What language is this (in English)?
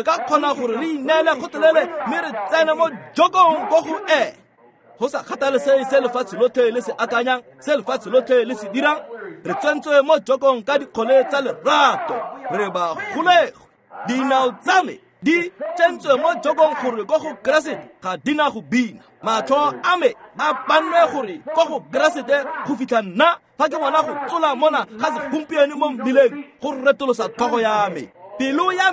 Tswana